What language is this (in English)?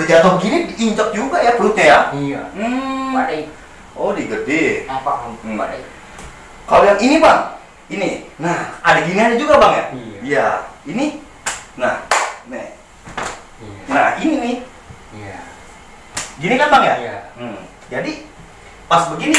Betawi